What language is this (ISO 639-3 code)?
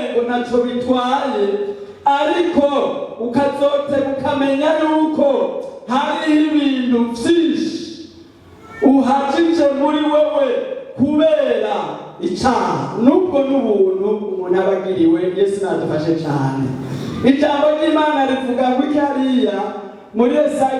run